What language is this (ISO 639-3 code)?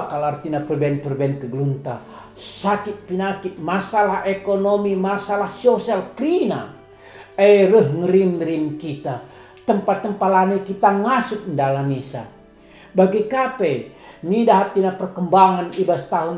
btx